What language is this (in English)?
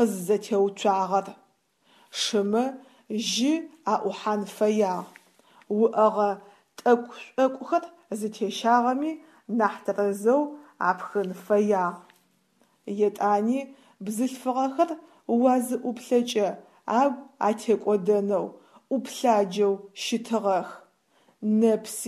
Adyghe